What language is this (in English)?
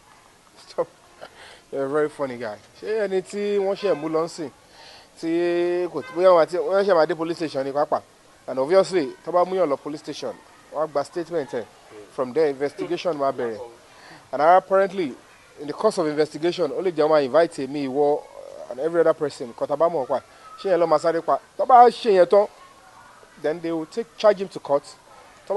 Yoruba